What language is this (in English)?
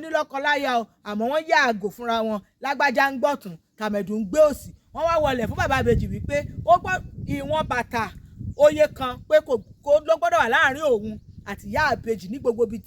Yoruba